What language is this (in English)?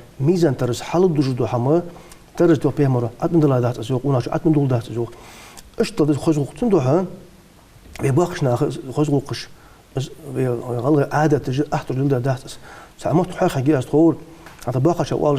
Ingush